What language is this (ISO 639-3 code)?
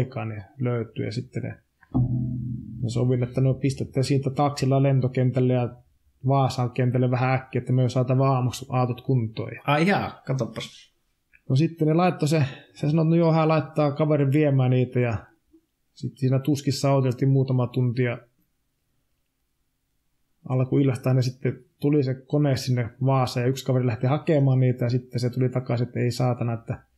fin